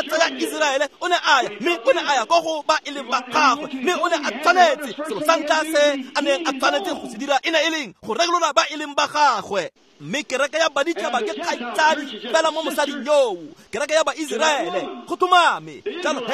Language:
Tswana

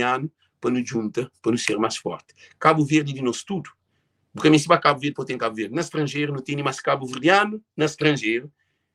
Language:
Kabuverdianu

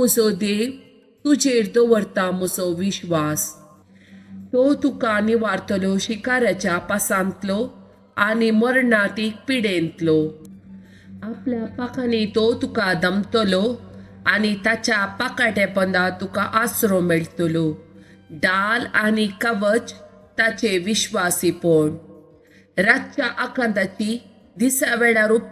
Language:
Konkani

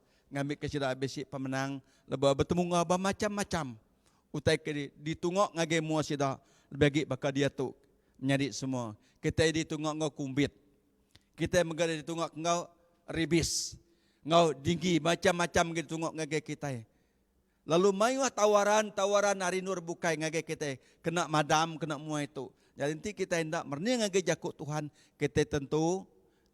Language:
Iban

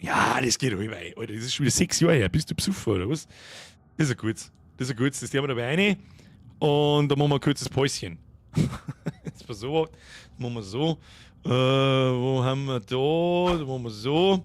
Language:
Bavarian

